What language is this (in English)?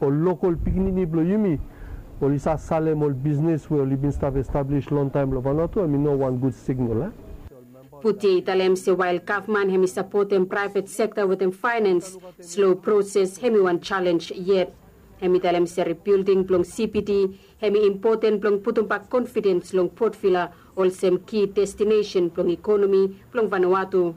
Bislama